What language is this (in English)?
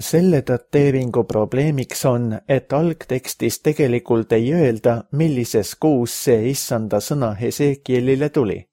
Estonian